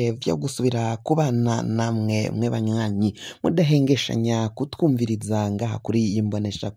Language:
Rundi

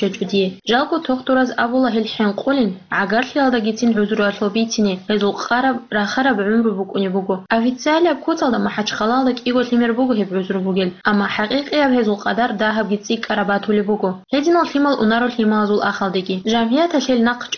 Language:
Avaric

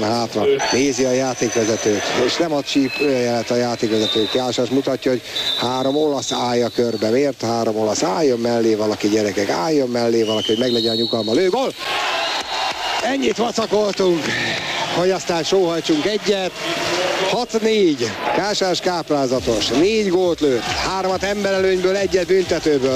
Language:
Hungarian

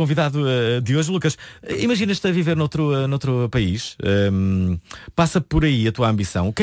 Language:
Portuguese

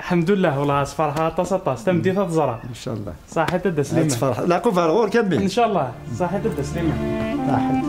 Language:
Kabyle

